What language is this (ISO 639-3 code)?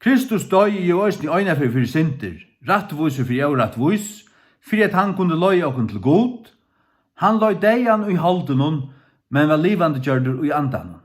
fao